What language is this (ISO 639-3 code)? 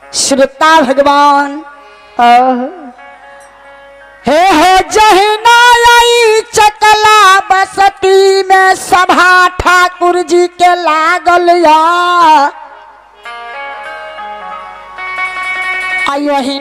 bho